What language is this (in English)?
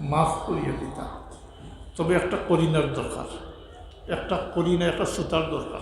Sylheti